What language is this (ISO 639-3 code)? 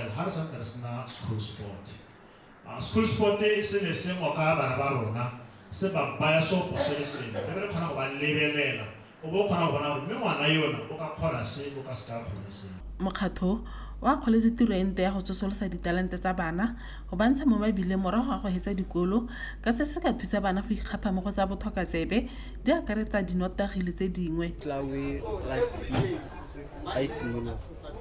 tsn